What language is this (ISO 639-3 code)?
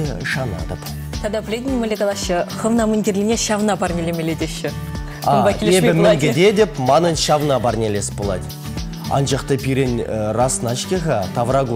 chv